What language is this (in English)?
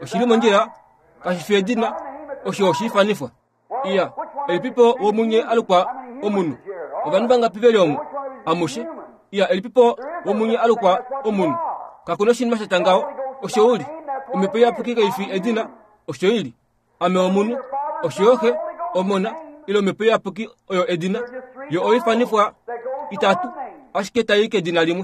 Kuanyama